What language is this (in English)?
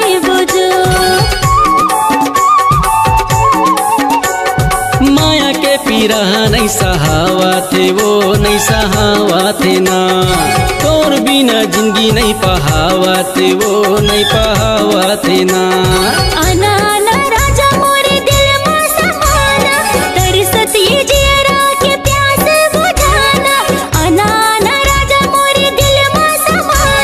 Chhattisgarhi